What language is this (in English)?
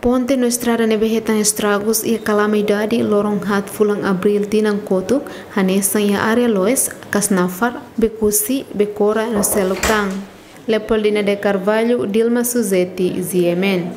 Tetum